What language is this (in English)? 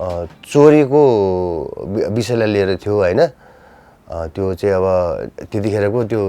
Nepali